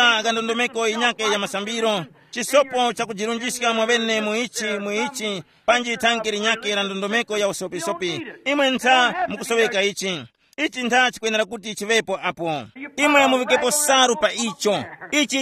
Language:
Tumbuka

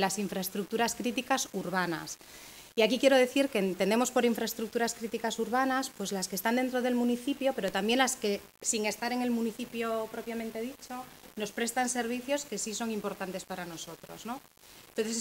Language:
Spanish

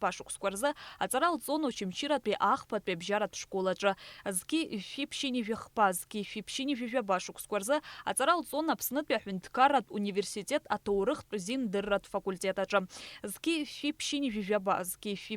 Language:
Abkhazian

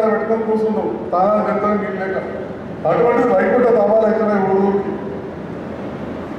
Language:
Telugu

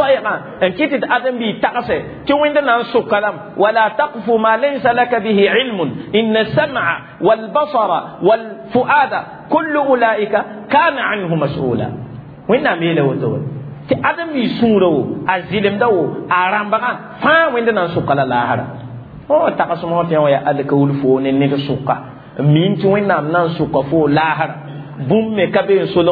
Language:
Mossi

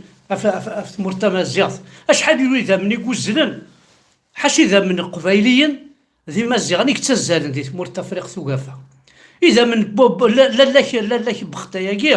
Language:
Kabyle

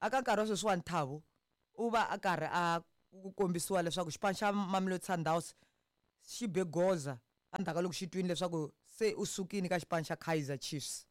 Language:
Tsonga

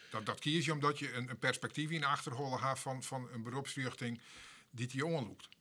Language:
Western Frisian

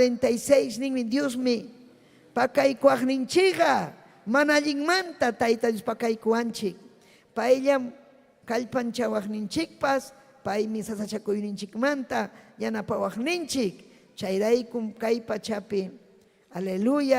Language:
Ayacucho Quechua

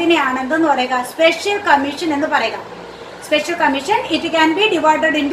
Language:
Malayalam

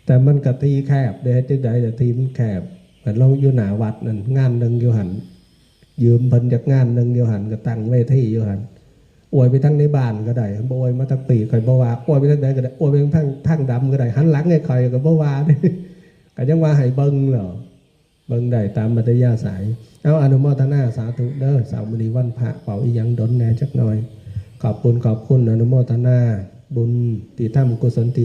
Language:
Northeastern Thai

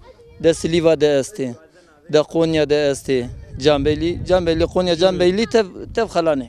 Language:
Zaza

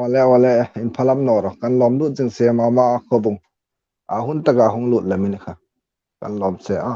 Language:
Hmar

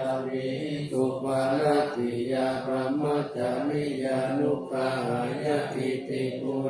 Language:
Pali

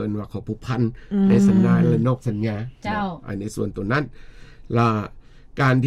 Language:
Lao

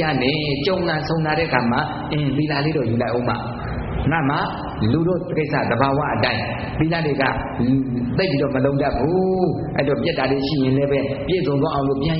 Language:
Burmese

